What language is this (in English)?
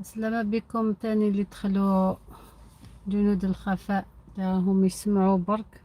Algerian Arabic